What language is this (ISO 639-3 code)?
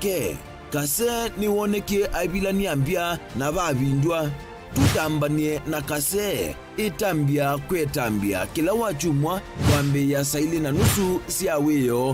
kam